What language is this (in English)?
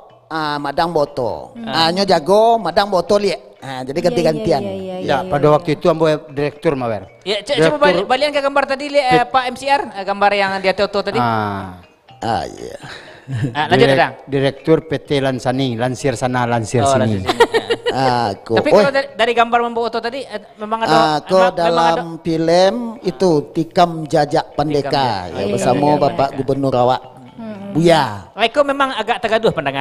Minangkabau